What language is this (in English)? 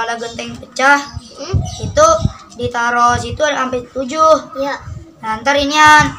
Betawi